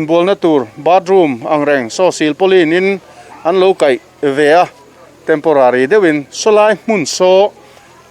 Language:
Mizo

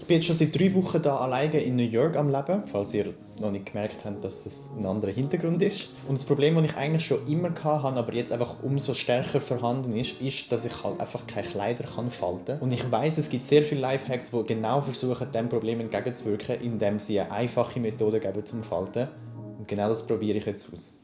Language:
Swiss German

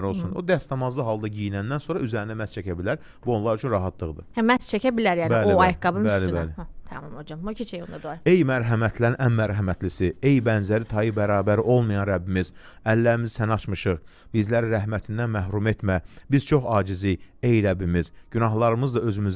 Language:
Azerbaijani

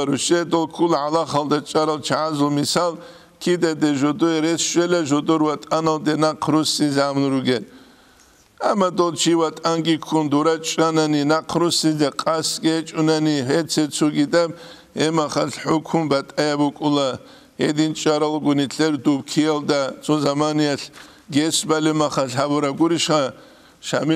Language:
Avaric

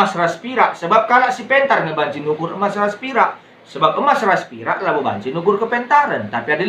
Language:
Batak Karo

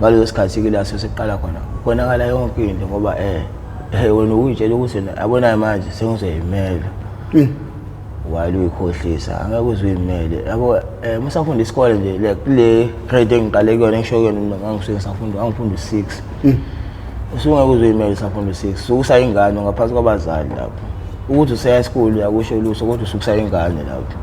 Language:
Zulu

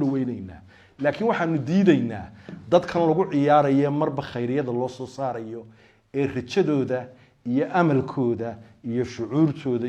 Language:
Somali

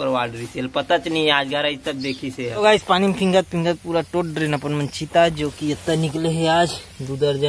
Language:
Chhattisgarhi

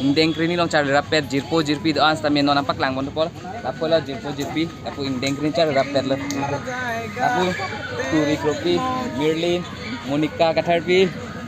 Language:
Karbi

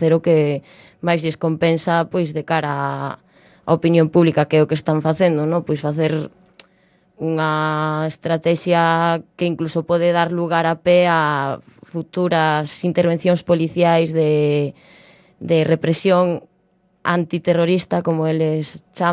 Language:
Galician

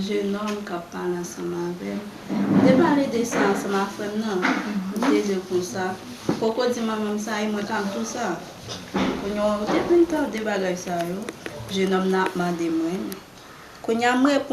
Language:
Haitian Creole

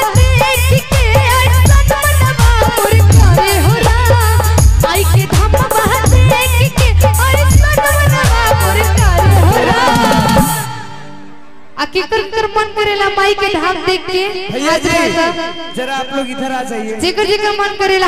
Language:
Bhojpuri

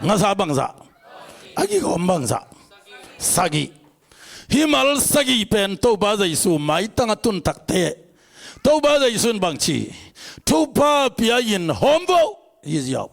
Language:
Tedim Chin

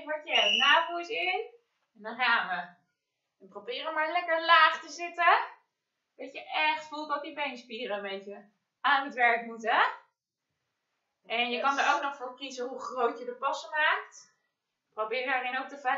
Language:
Dutch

